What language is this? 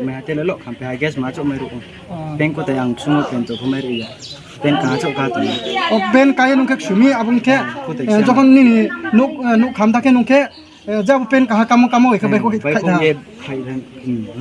Riang (India)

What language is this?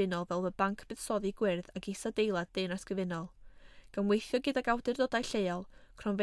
Welsh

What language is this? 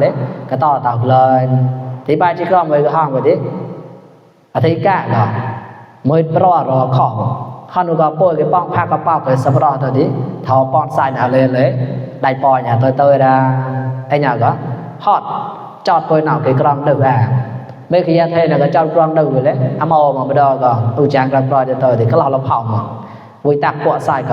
Mon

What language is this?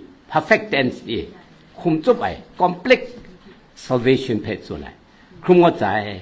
Kachin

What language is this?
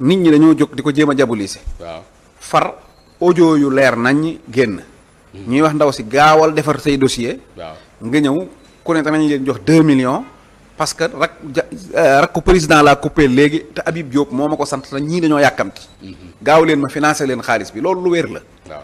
Wolof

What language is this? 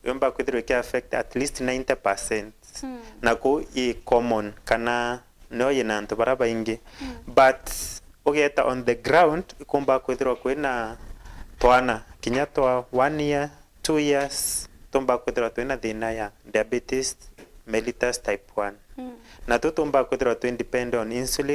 Meru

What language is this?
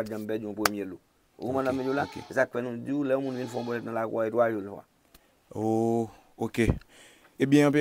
Haitian Creole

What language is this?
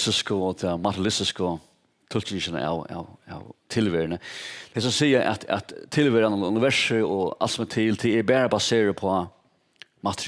Faroese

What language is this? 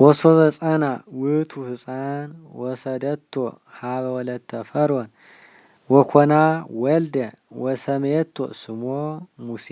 Geez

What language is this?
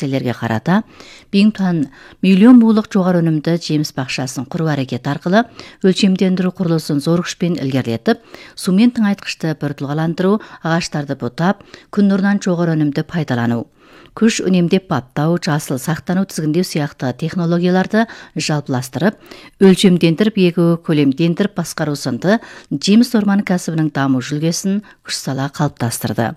Kazakh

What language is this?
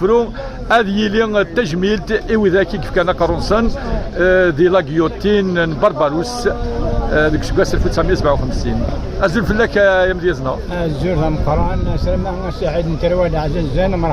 Kabyle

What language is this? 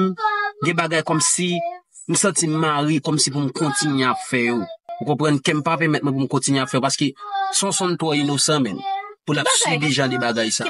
Haitian Creole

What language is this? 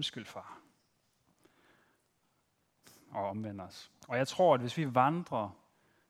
Danish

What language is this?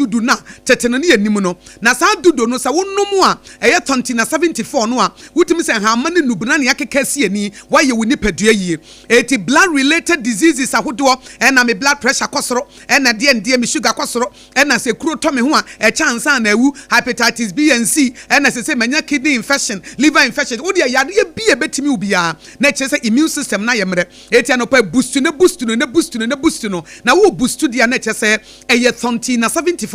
Akan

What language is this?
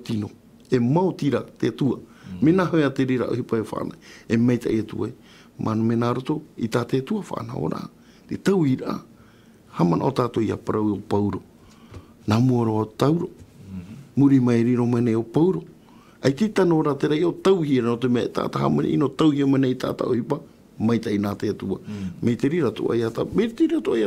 Tahitian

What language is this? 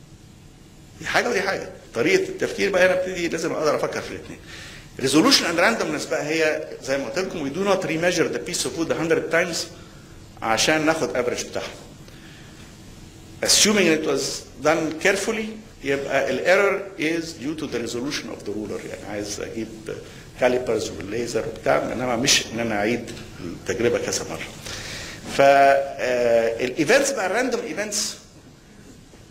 Egyptian Arabic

